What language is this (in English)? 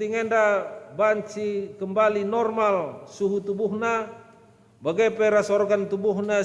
Batak Karo